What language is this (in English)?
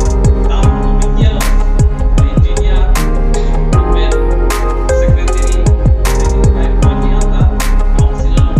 Karbi